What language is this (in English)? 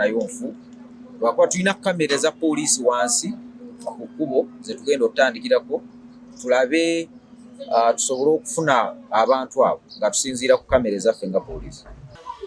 Ganda